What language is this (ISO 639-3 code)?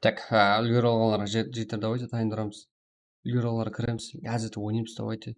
kaa